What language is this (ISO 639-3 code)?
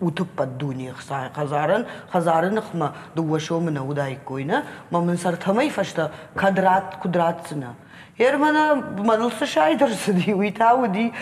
oss